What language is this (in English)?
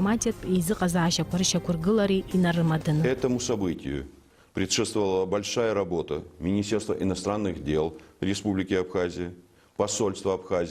Abkhazian